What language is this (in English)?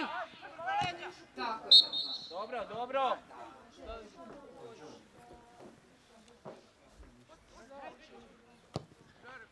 Croatian